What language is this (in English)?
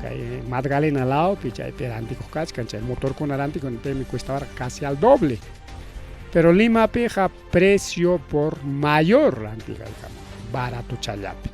Ayacucho Quechua